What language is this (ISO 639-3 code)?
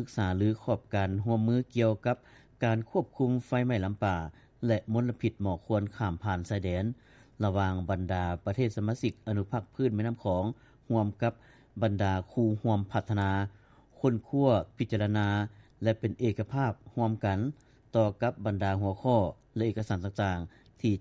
lao